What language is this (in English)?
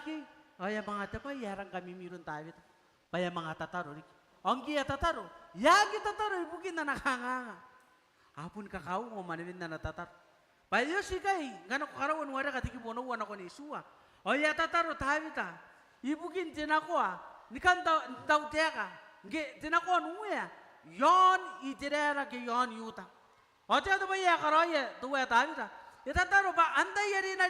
Gilbertese